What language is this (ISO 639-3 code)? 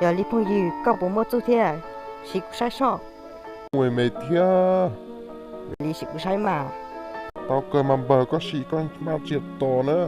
hmn